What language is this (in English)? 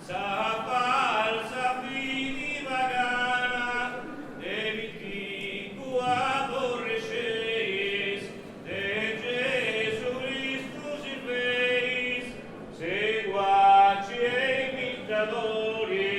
Sardinian